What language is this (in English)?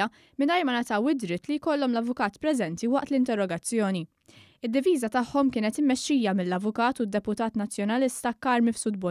Maltese